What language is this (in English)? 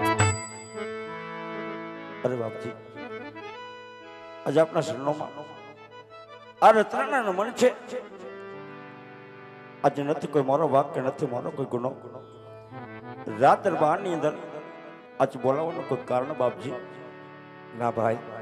Gujarati